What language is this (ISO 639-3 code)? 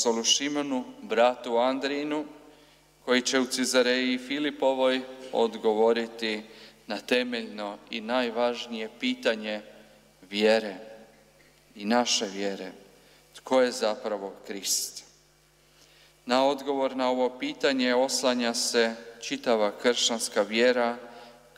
hrv